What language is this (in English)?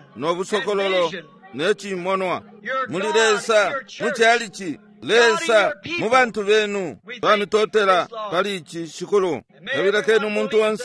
Bemba